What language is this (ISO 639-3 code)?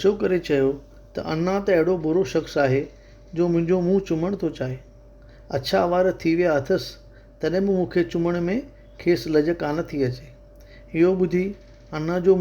snd